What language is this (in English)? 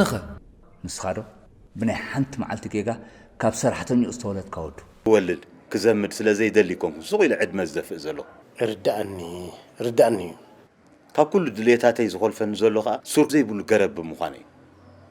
Tigrinya